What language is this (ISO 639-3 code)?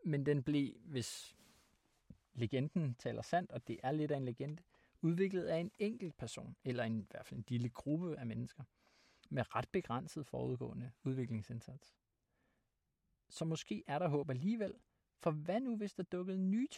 dan